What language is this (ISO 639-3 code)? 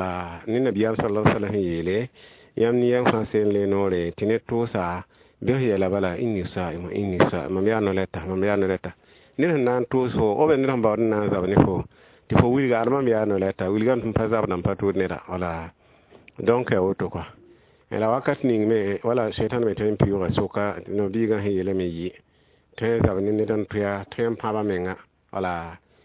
mos